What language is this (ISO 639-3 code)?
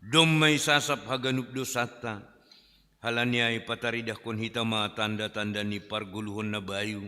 bts